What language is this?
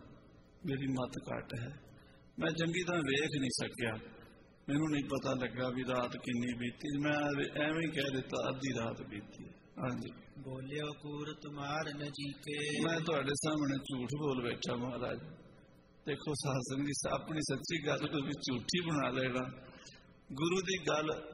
Punjabi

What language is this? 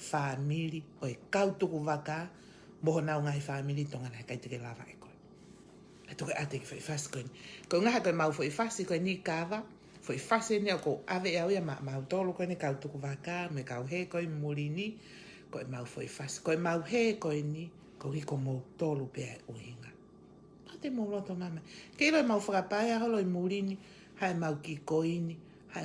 Tongan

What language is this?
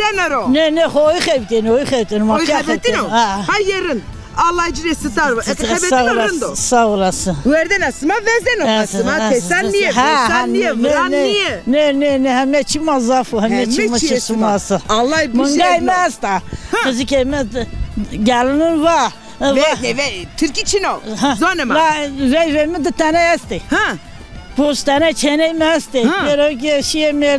Zaza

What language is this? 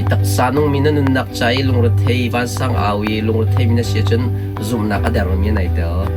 Hakha Chin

